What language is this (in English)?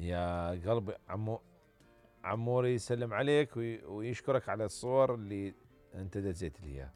Mesopotamian Arabic